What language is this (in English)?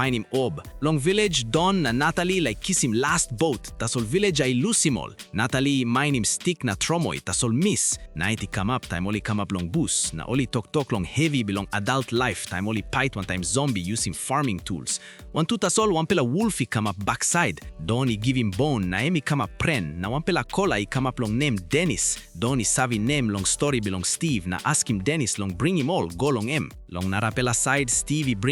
Tok Pisin